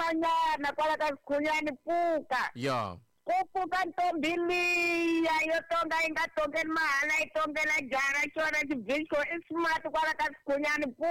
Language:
Tsonga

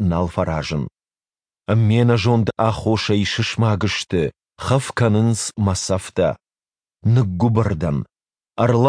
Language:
Ossetic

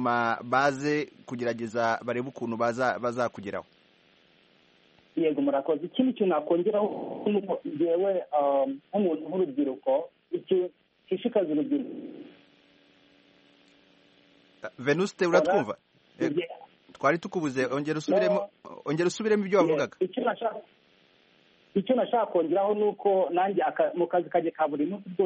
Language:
Kinyarwanda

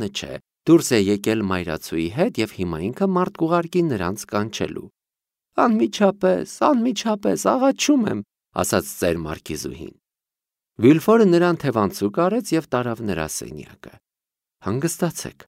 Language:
Armenian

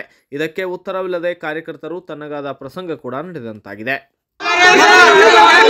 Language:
Kannada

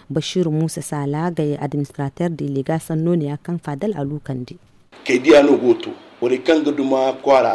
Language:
Zarma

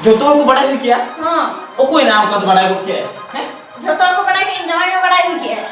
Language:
Santali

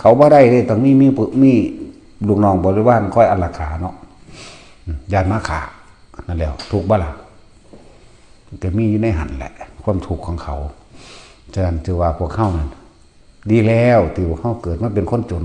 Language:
Lao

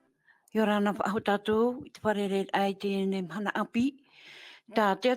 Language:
Tahitian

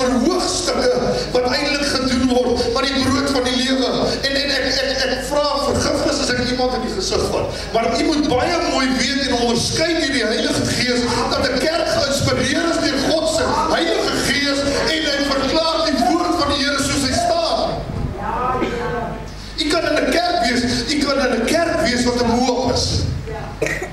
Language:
Afrikaans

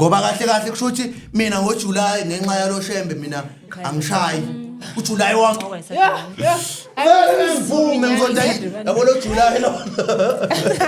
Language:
Zulu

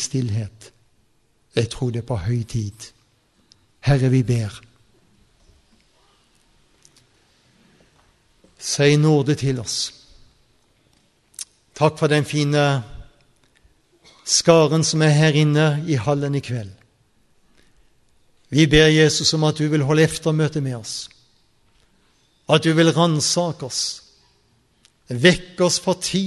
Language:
Norwegian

